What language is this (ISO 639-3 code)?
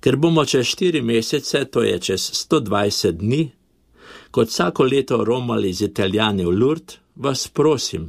slv